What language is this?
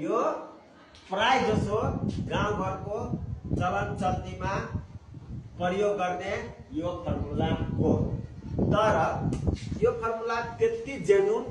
Nepali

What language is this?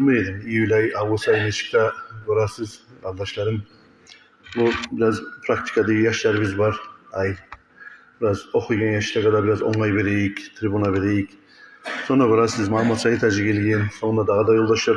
Kumyk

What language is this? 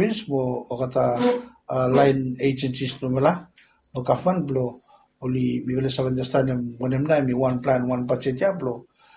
Bislama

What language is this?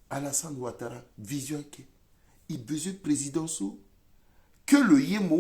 Sango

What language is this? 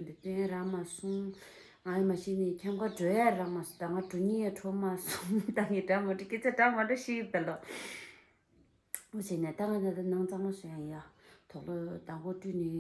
Tibetan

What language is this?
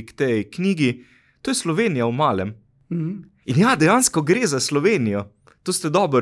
Slovenian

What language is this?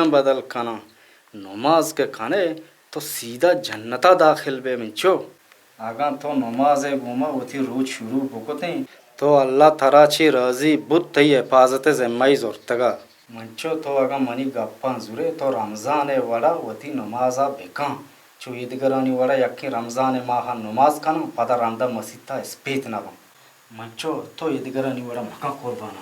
Baluchi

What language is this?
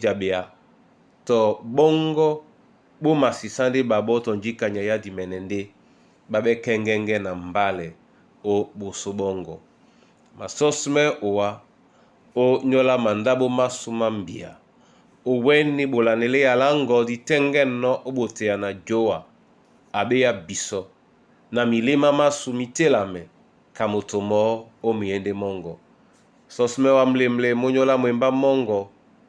Duala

